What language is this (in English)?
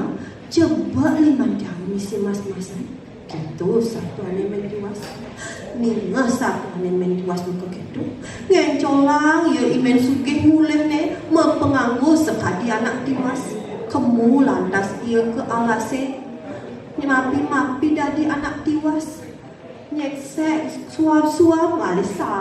Balinese